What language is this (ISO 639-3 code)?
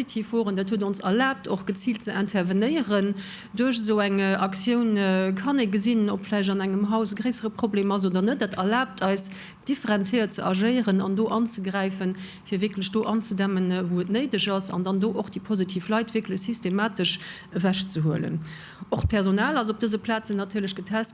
ltz